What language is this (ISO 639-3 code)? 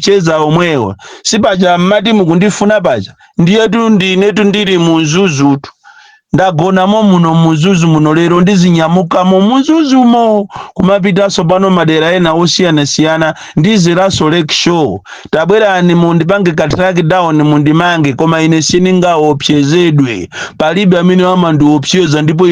nya